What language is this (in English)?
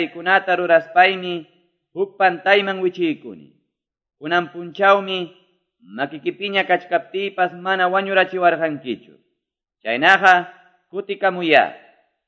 Quechua